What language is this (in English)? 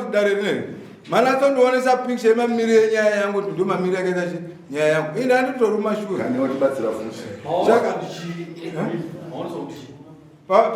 Shona